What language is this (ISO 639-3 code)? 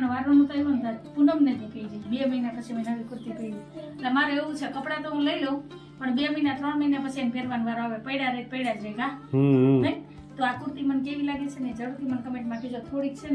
guj